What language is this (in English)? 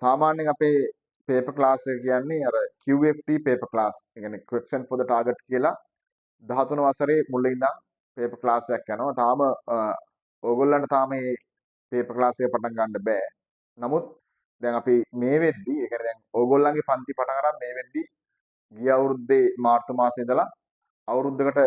Sinhala